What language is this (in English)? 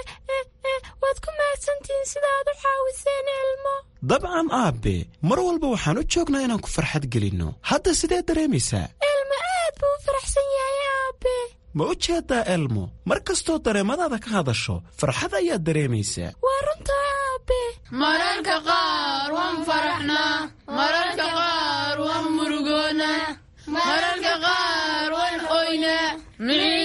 Somali